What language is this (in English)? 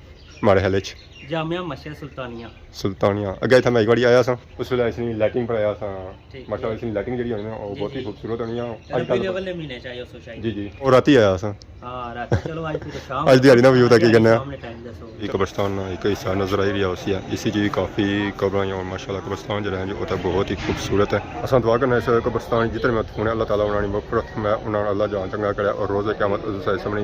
Pahari-Potwari